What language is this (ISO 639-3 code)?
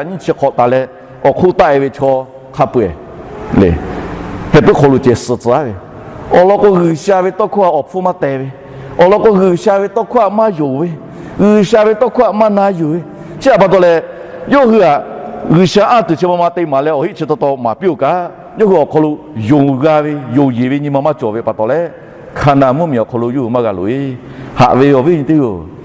lhu